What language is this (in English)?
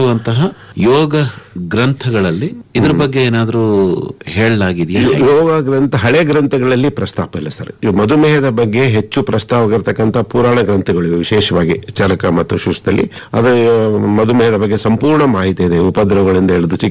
Kannada